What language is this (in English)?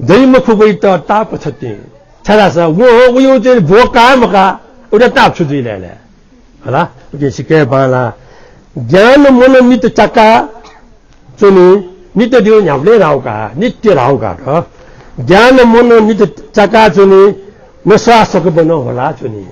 Newari